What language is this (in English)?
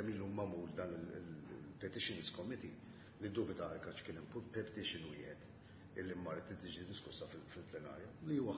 Maltese